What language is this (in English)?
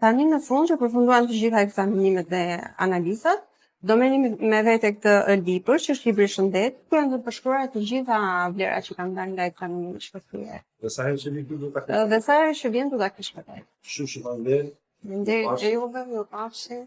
Albanian